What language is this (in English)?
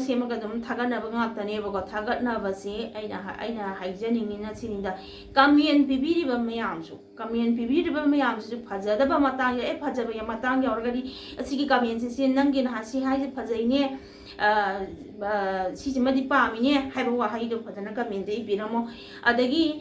Manipuri